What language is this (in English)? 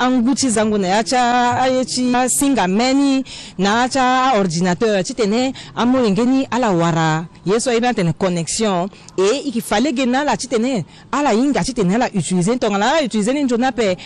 Sango